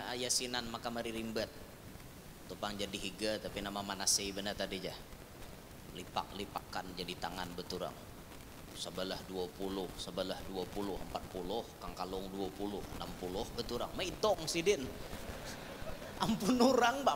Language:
Banjar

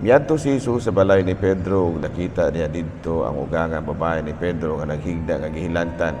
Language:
Cebuano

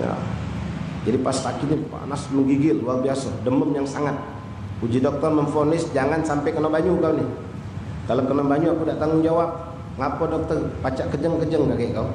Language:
Musi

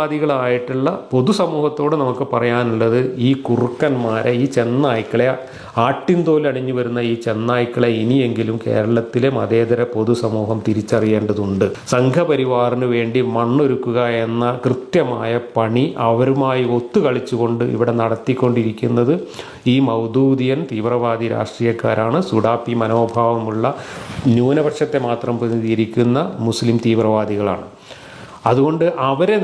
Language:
Malayalam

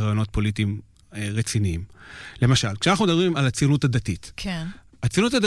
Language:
Hebrew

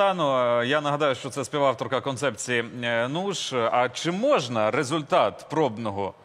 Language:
Ukrainian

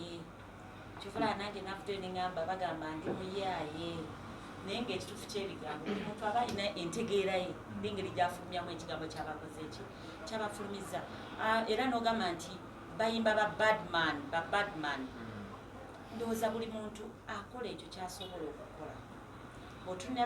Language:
Ganda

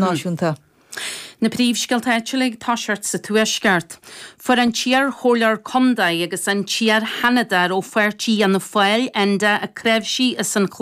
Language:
Irish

